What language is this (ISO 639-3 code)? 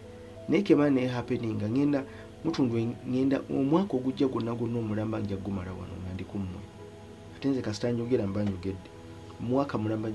lug